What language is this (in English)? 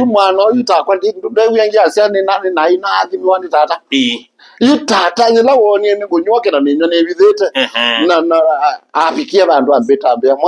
Kamba